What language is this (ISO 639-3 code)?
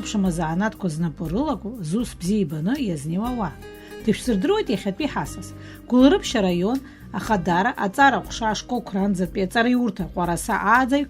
abk